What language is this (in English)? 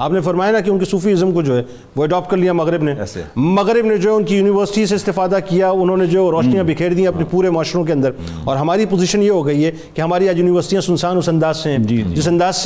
Urdu